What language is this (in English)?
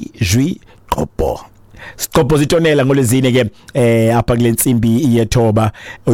Xhosa